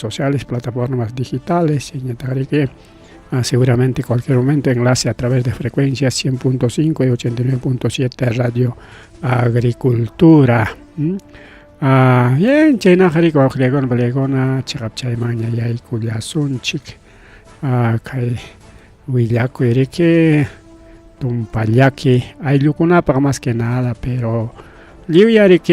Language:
Ayacucho Quechua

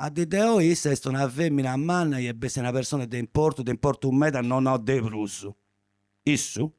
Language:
Sardinian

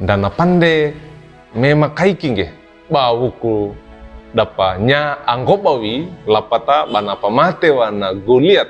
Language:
Wejewa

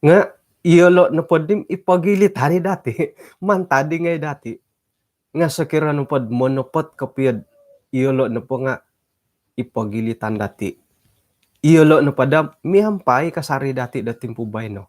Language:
Central Dusun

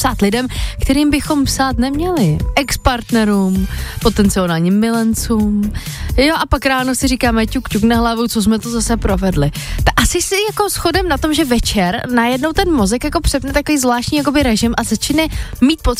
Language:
Czech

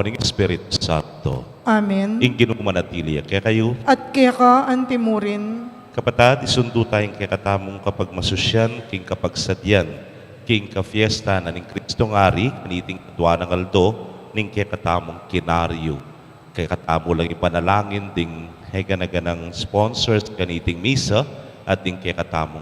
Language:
Pampanga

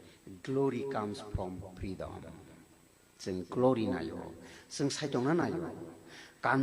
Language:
Kok Borok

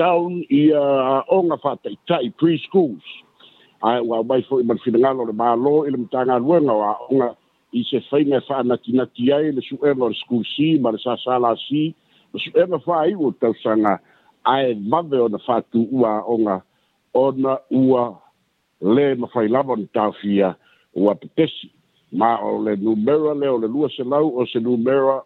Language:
Samoan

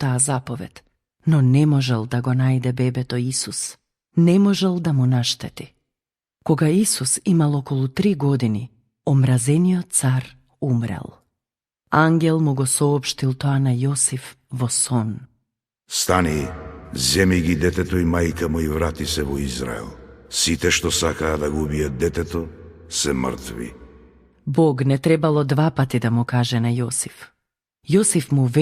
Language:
Macedonian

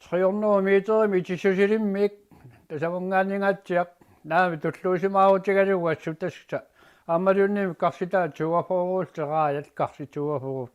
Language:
Kalaallisut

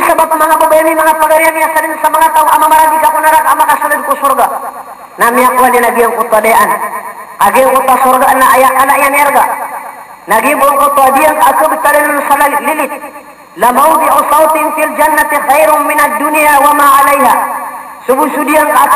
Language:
Maranao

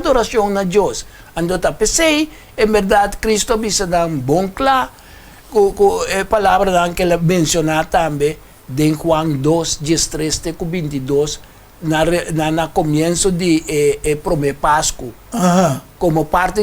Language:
Papiamento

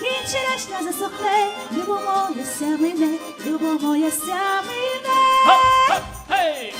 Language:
Rusyn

